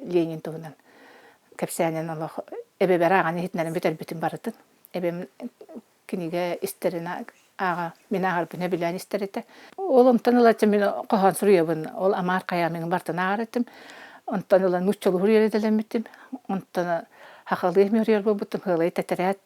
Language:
Yakut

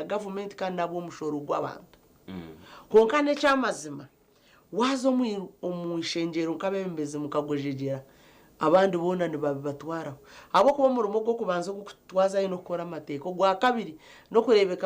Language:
Nyankole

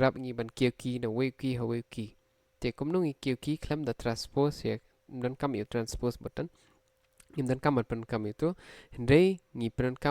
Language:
Khasi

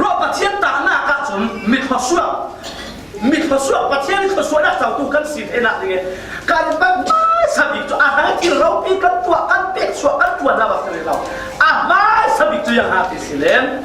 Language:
Falam Chin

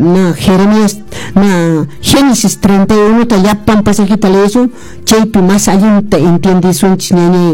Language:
Quechua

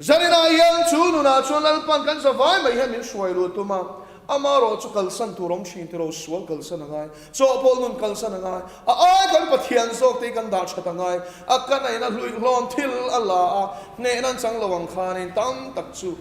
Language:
Mizo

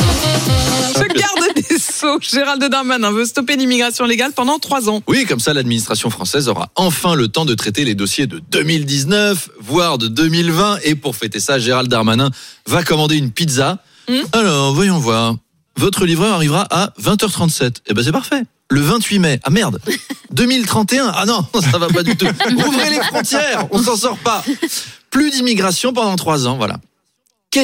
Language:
French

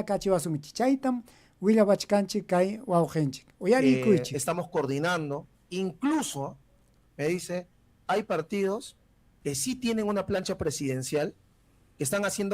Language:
Ayacucho Quechua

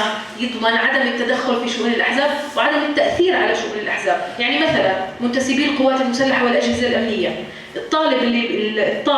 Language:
North Levantine Arabic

